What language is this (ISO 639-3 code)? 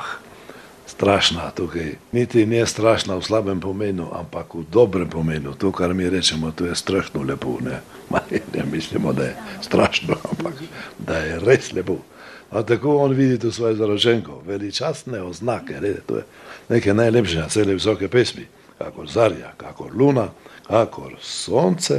slv